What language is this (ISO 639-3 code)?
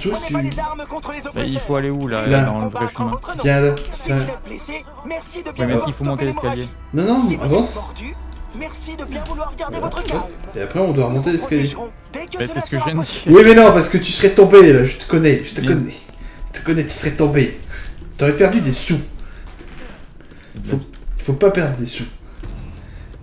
fra